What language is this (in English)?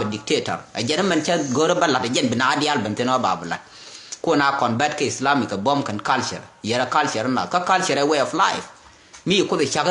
Nuer